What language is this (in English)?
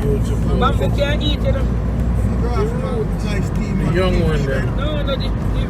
Jamaican Creole English